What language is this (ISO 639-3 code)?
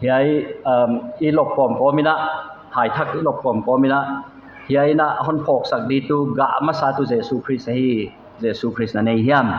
pck